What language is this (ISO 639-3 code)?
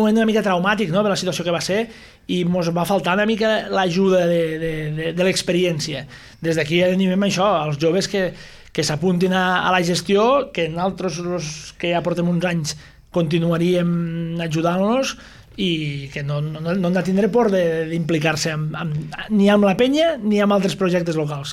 cat